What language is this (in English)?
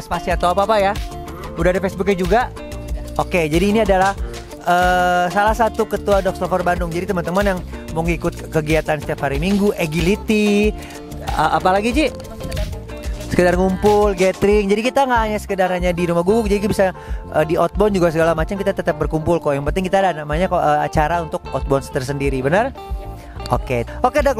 Indonesian